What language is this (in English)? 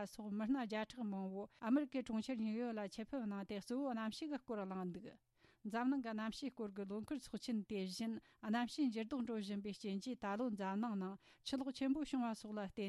Tibetan